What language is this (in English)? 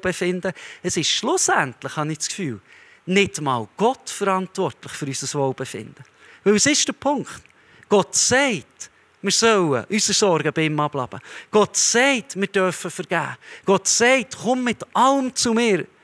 Swiss German